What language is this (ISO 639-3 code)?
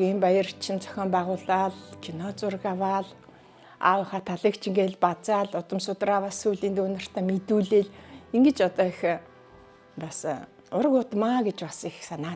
mon